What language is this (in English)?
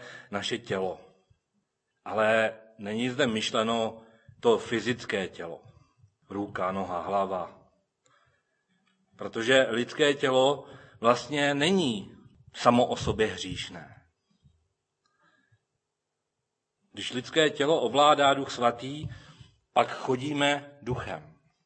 Czech